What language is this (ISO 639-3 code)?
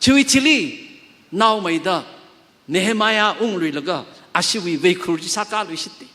nmf